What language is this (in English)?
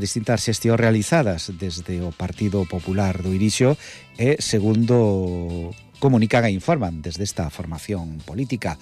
Galician